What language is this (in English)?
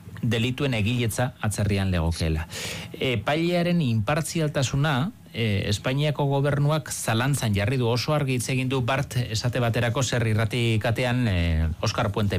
Basque